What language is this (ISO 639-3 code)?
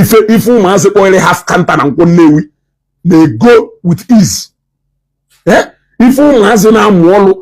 ibo